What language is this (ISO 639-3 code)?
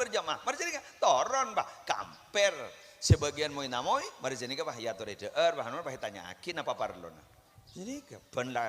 mad